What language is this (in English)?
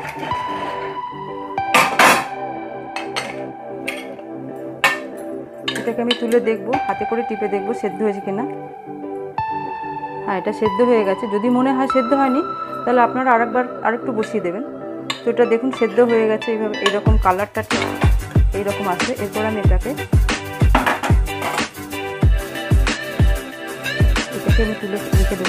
Bangla